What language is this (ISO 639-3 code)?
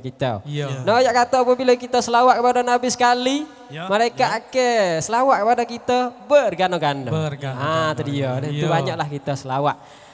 msa